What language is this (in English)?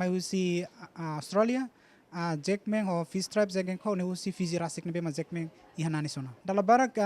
Tetum